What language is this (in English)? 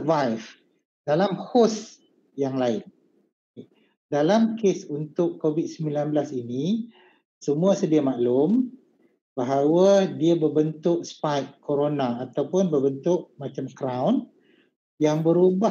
Malay